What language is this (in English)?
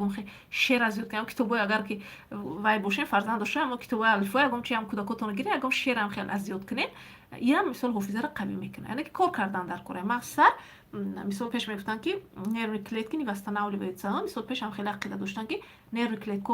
Tajik